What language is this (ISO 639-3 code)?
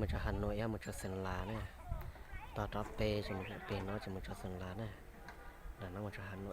hmn